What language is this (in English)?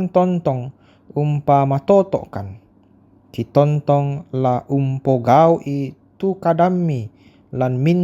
Toraja-Sa'dan